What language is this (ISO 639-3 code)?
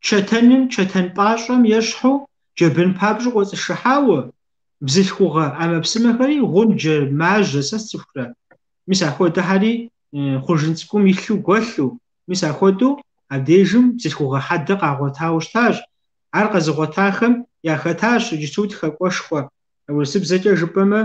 kbd